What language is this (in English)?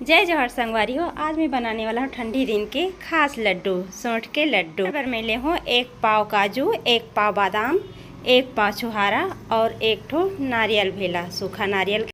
Chhattisgarhi